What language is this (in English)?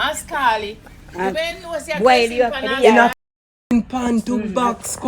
Jamaican Creole English